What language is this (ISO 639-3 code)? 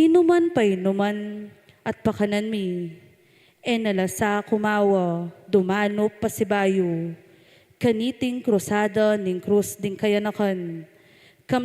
pam